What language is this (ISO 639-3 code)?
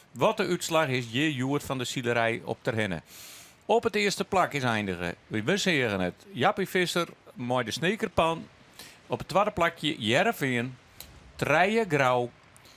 fry